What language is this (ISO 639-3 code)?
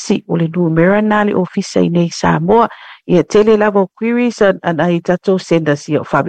smo